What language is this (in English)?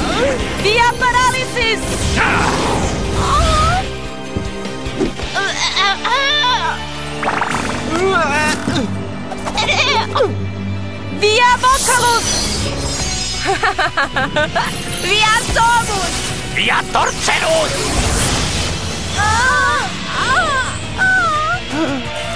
Serbian